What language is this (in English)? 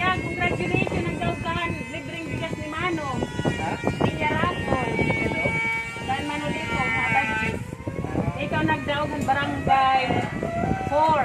Waray